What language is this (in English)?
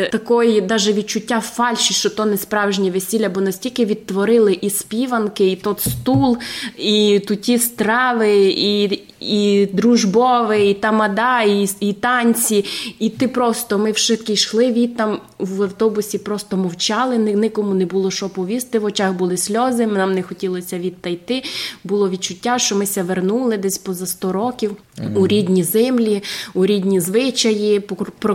Rusyn